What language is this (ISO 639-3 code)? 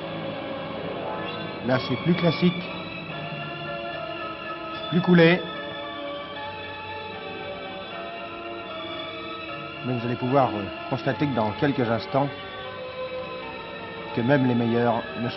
fra